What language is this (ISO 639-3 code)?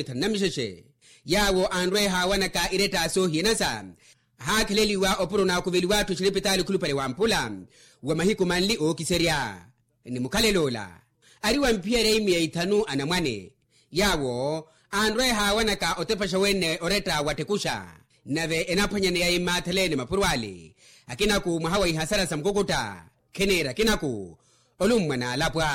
vmw